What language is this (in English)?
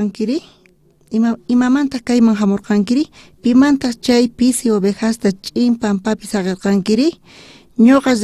South Bolivian Quechua